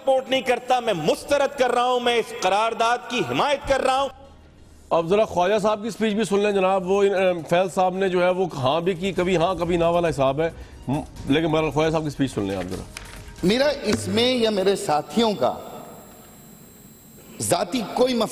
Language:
Urdu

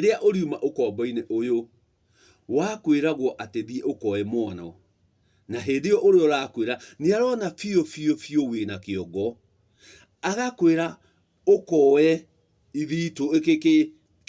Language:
Kikuyu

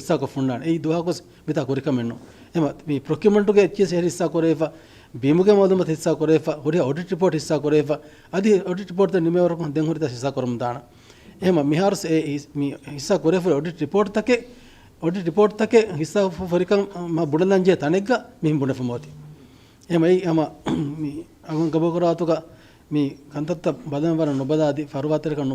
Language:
Divehi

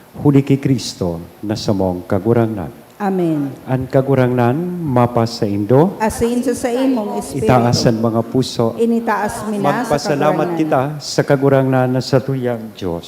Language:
Bikol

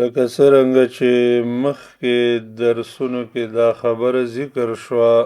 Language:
Pashto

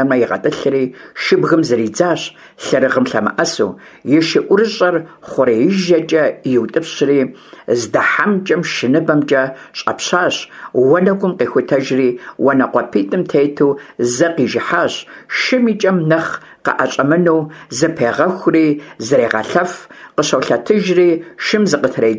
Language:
Kabardian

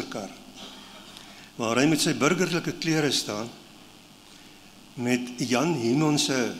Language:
Afrikaans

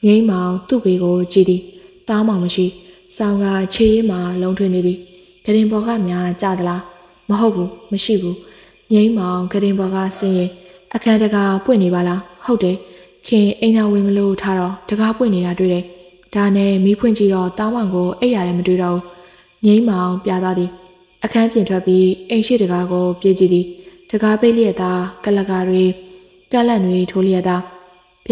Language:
Burmese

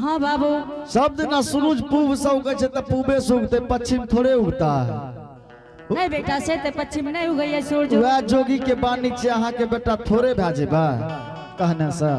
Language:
Angika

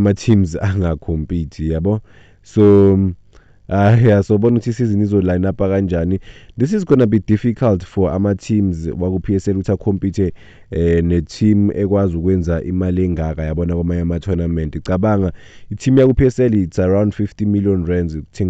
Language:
Zulu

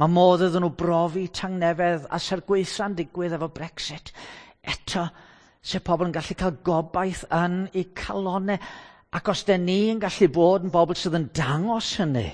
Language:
Welsh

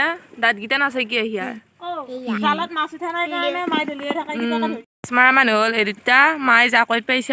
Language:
Assamese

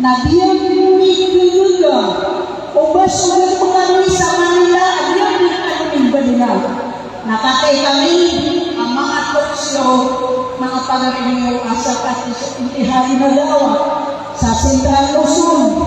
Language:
Maranao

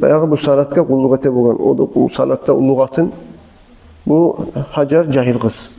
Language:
Kumyk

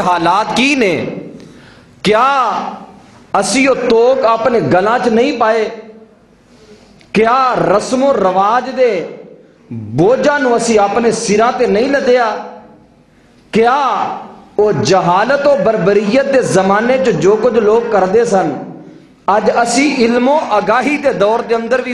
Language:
Western Panjabi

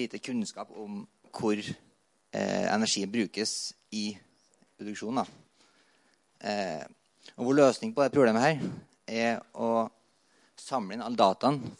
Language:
Norwegian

